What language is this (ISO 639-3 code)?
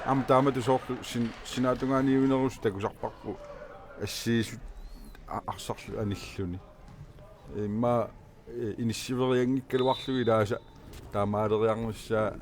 kal